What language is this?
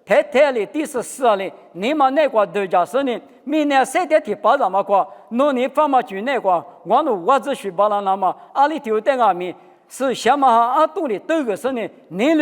Lisu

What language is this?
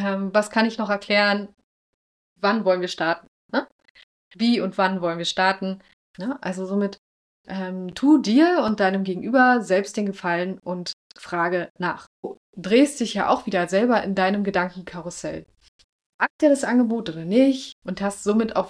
German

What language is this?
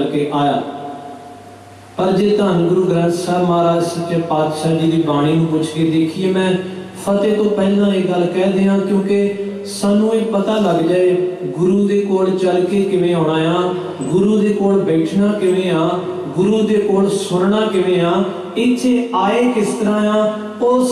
Punjabi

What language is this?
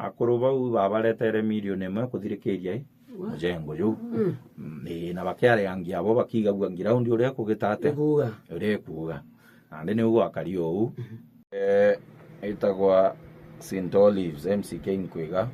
Meru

